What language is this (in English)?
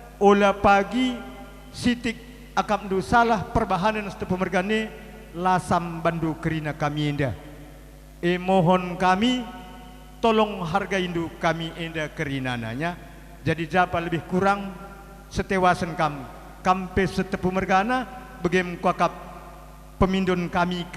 Batak Karo